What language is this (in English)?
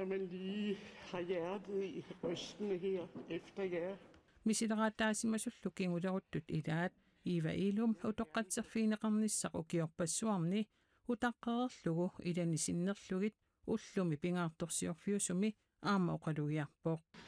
Kalaallisut